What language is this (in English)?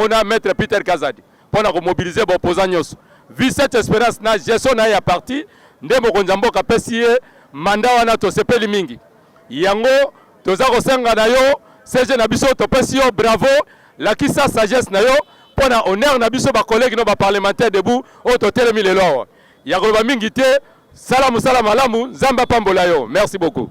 Lingala